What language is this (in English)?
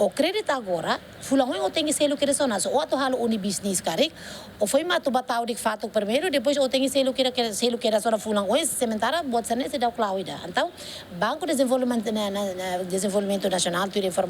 Tetum